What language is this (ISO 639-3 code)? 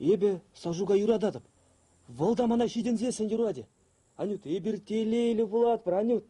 chv